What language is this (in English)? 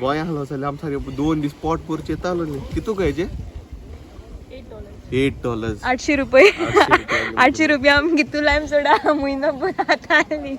Konkani